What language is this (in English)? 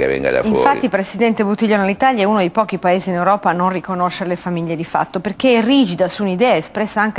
Italian